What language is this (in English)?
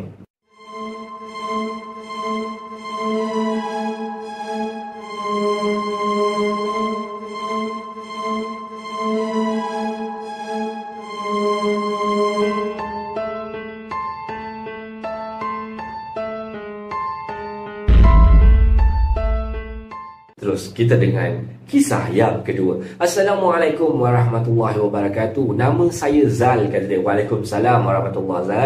Malay